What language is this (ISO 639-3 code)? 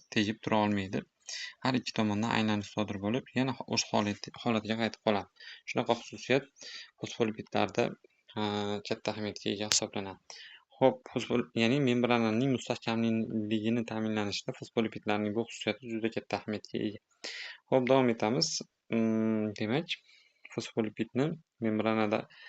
uzb